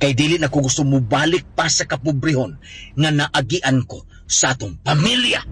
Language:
Cebuano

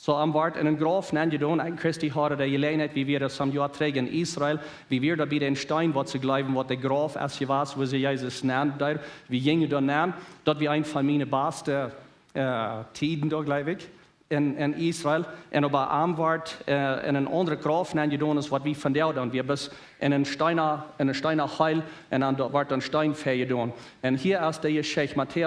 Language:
Plautdietsch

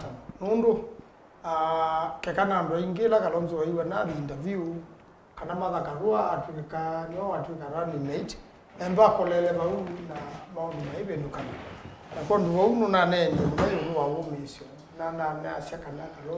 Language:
Kamba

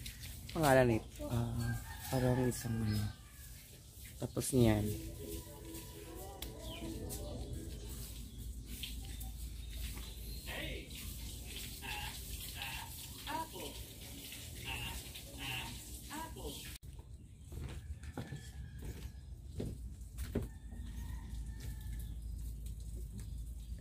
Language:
Filipino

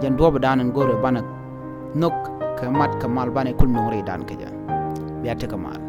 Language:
Nuer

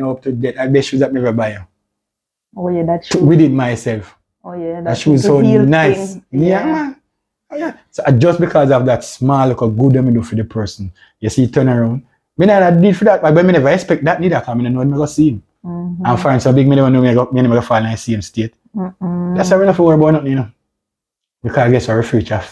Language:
Jamaican Creole English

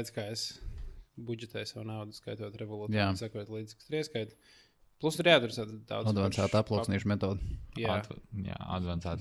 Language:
Latvian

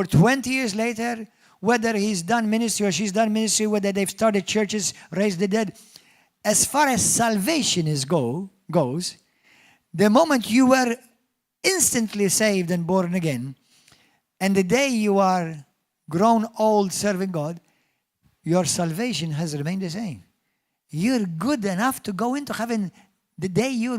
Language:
English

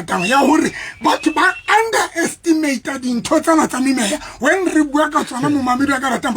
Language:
Southern Sotho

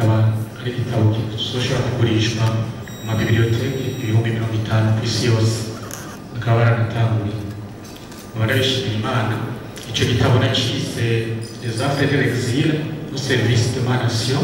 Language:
Rundi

